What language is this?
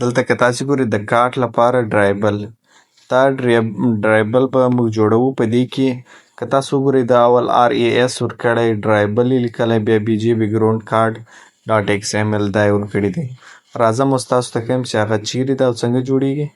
Pashto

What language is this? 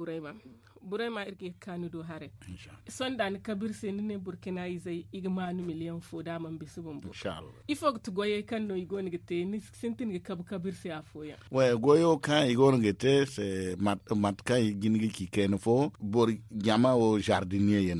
Zarma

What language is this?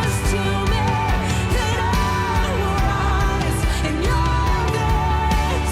Plautdietsch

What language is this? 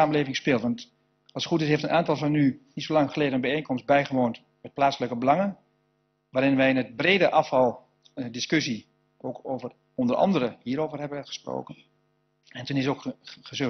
Dutch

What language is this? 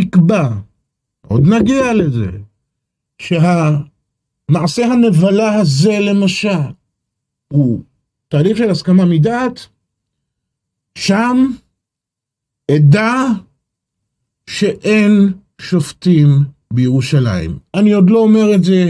Hebrew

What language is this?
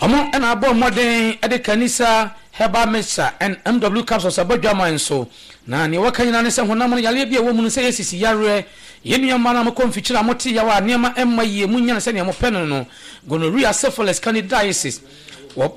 Akan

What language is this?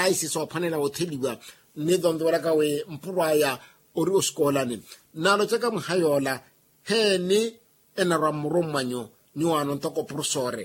Makhuwa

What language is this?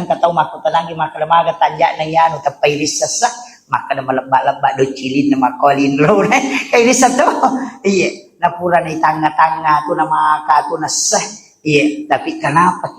Buginese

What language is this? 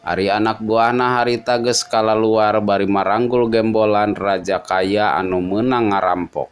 Sundanese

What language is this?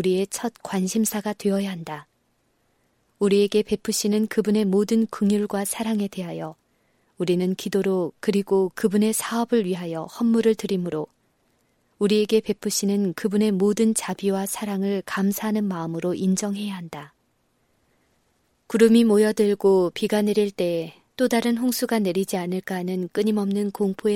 Korean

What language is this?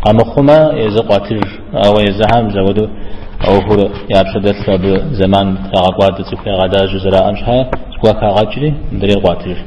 Kabardian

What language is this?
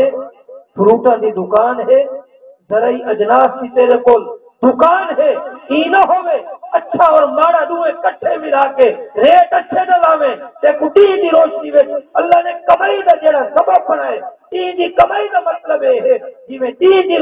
Saraiki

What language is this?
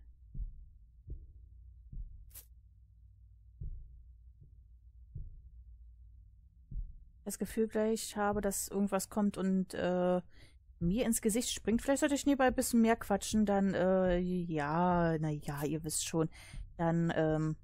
German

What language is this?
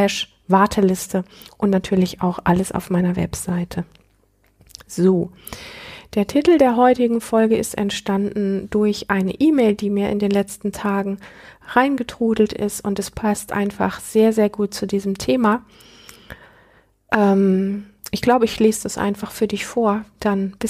German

